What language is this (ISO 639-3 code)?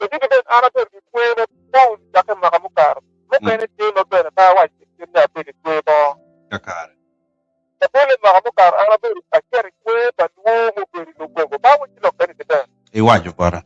ach